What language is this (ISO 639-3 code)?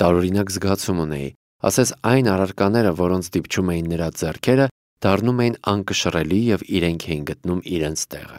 hye